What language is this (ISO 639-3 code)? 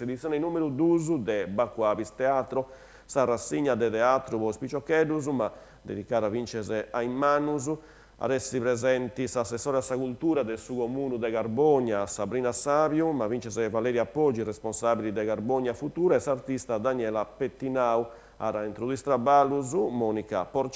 srd